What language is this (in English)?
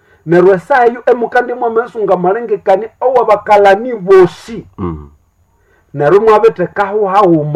Nande